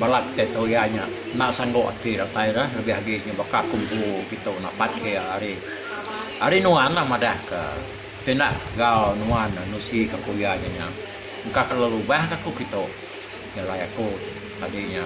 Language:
Iban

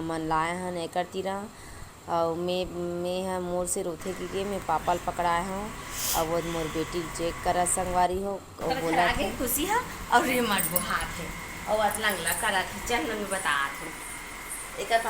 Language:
Chhattisgarhi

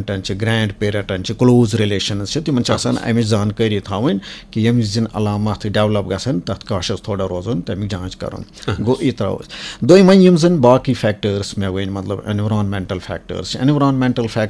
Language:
Kashmiri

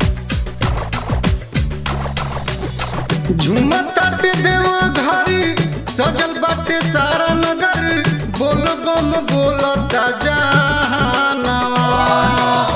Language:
Bhojpuri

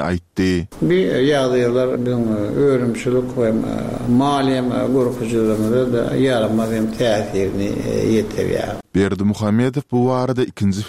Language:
Turkmen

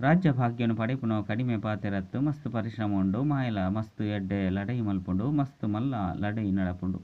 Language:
Tulu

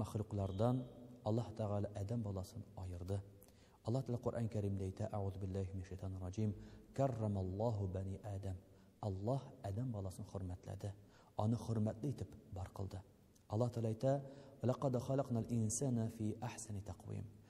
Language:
Tatar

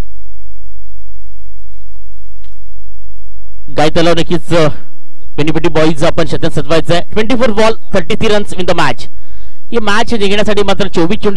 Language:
Marathi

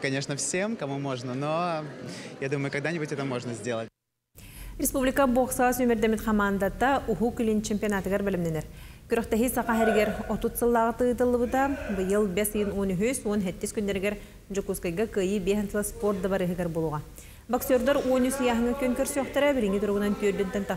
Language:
Yakut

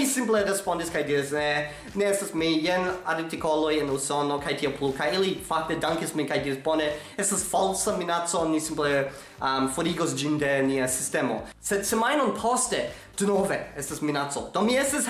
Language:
Esperanto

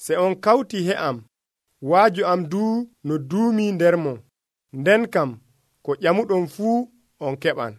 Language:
Nigerian Fulfulde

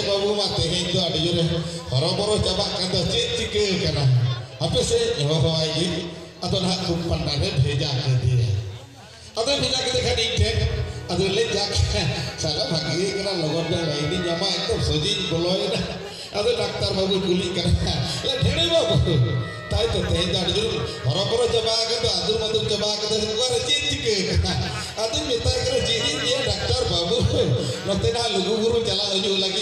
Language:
Santali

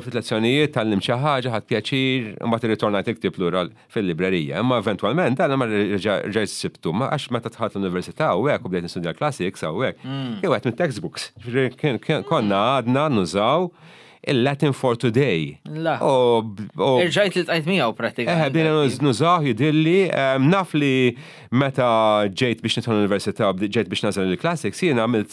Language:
Maltese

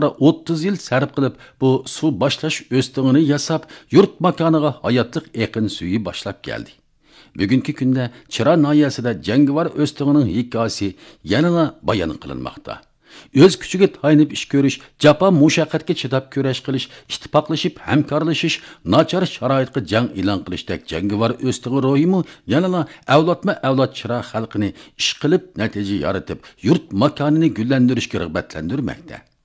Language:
Uyghur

